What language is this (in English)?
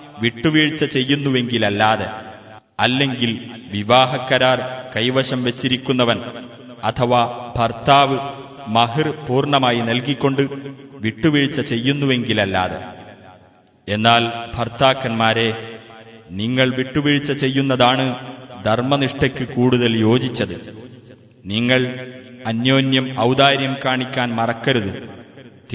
Malayalam